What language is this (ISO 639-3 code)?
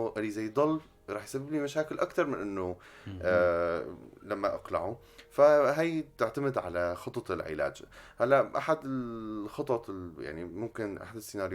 apc